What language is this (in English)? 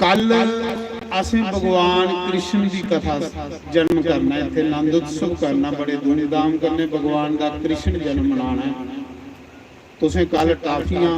Dogri